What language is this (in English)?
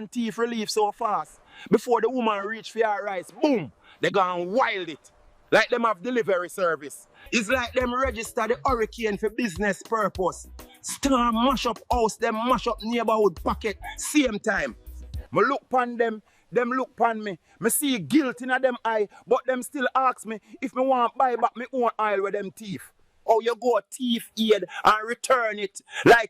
Jamaican Creole English